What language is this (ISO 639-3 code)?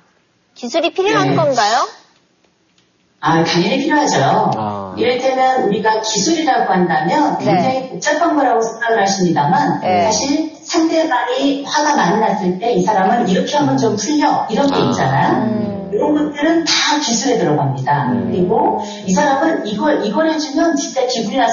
kor